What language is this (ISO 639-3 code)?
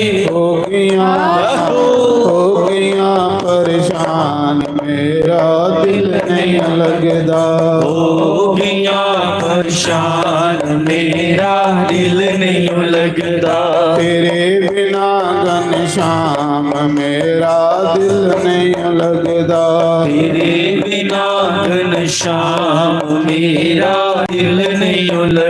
doi